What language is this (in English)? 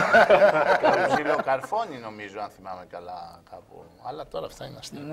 Greek